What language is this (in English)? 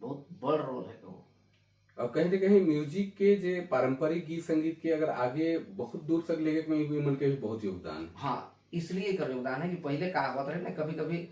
Sadri